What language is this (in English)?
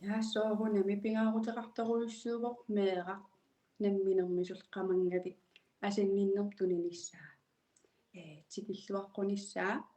Kalaallisut